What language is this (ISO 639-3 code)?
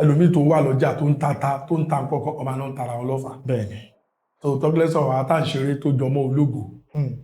yor